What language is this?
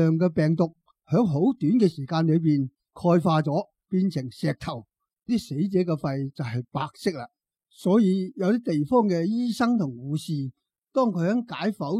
Cantonese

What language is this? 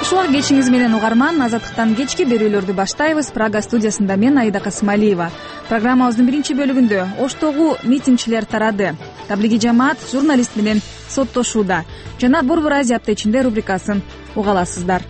Kyrgyz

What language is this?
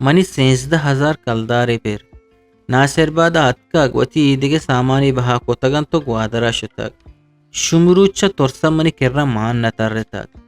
Eastern Balochi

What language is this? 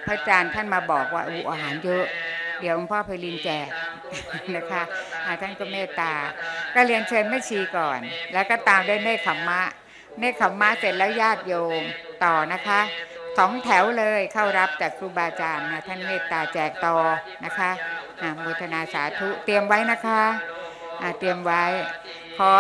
Thai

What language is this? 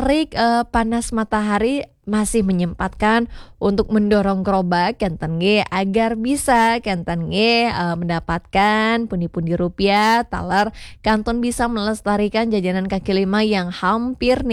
Balinese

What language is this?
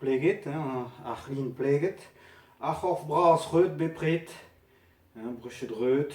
Breton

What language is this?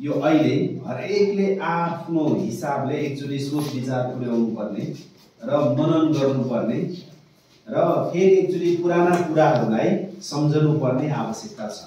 Nepali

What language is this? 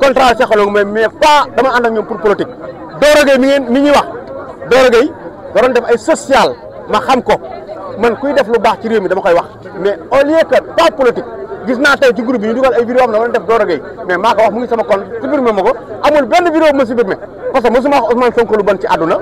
Wolof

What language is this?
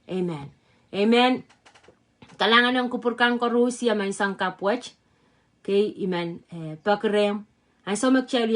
Pohnpeian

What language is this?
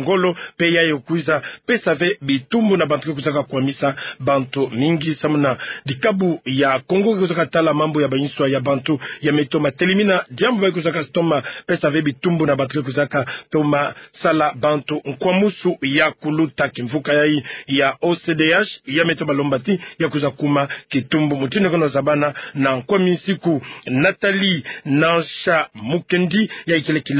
Kituba (Democratic Republic of Congo)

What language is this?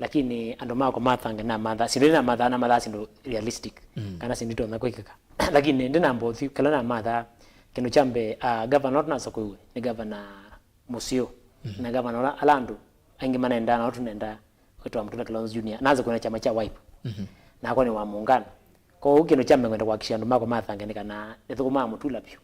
Kamba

